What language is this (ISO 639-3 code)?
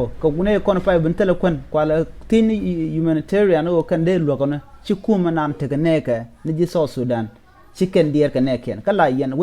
nus